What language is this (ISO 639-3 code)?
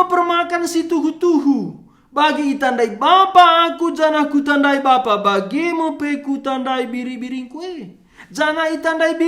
btx